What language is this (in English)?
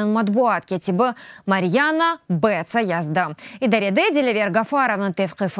Crimean Tatar